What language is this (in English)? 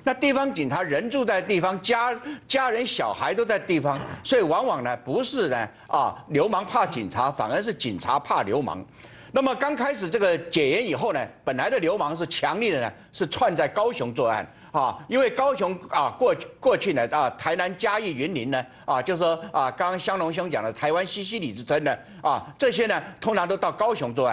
Chinese